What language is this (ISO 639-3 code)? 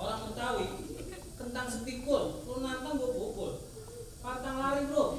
bew